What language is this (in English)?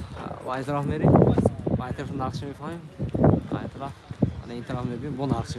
Tajik